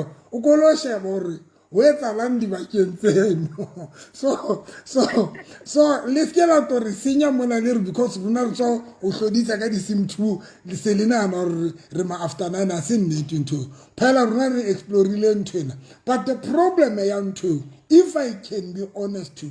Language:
Southern Sotho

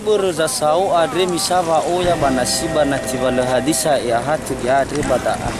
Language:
Nias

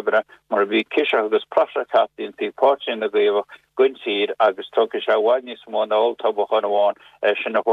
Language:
Irish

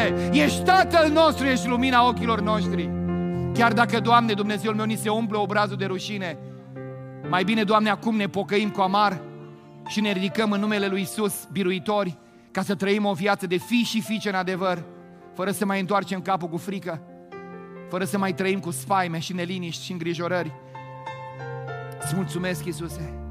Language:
Romanian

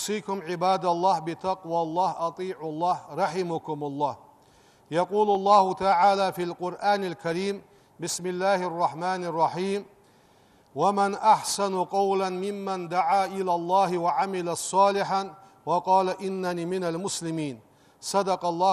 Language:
Ingush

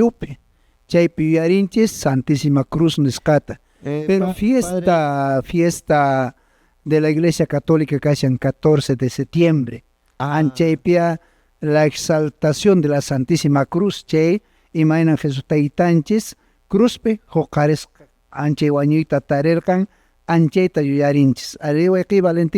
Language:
Quechua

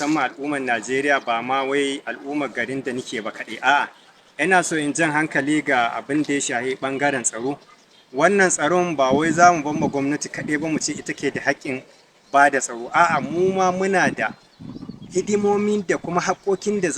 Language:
Hausa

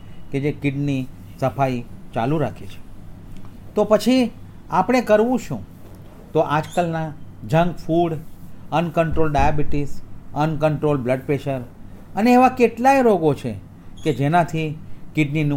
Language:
Gujarati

